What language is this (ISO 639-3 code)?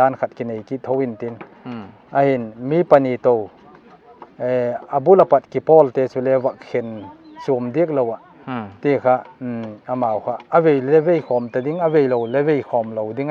pck